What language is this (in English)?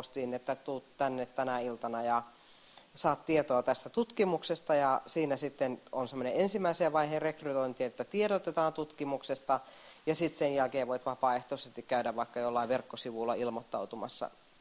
Finnish